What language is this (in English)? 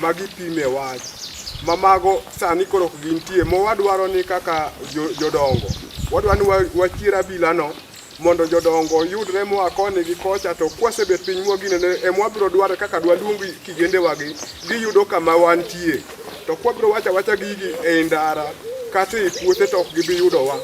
Luo (Kenya and Tanzania)